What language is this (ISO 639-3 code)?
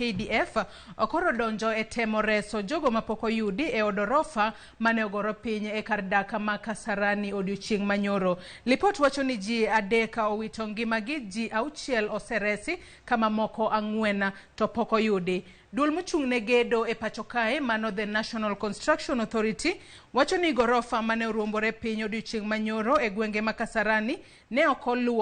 luo